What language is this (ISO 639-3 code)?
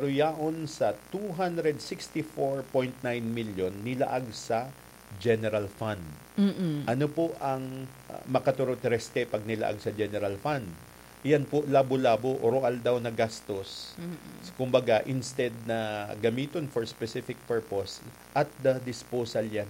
bik